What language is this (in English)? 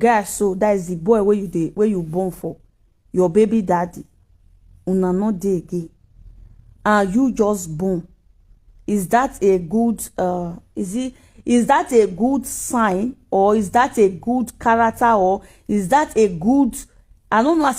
Nigerian Pidgin